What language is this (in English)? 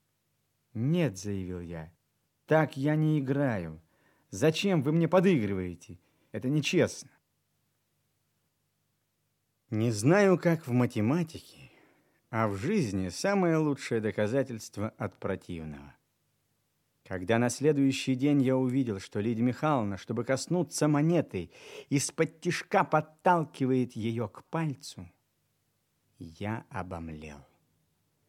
Russian